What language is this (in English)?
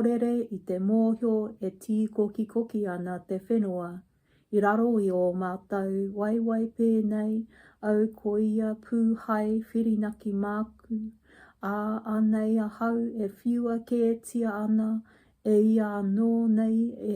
Māori